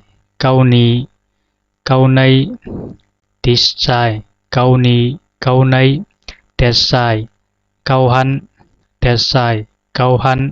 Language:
Zhuang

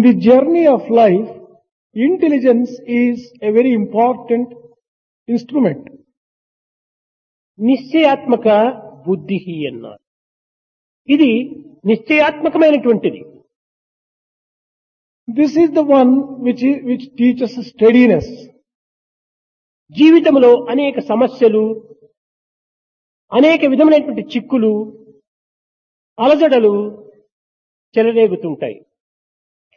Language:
Telugu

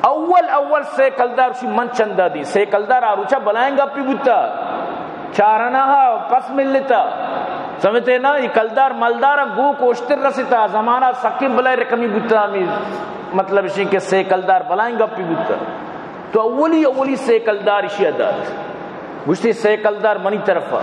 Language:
Baluchi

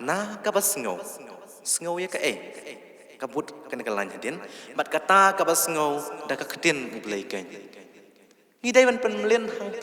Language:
Khasi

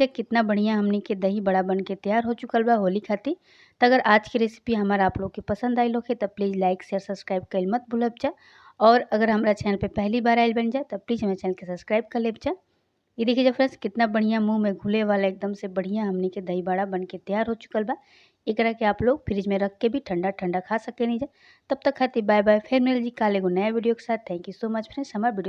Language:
Bhojpuri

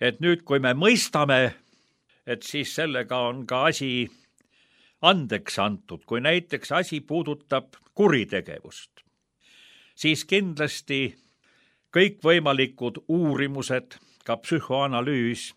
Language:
Estonian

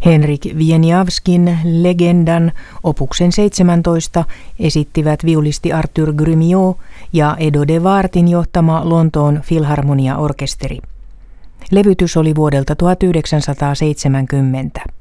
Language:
Finnish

